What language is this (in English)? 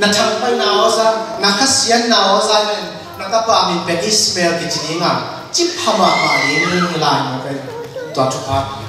Tedim Chin